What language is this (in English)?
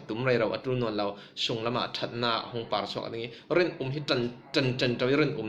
Falam Chin